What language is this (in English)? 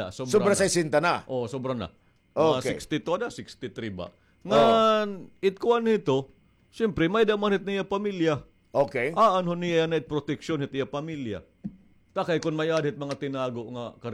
Waray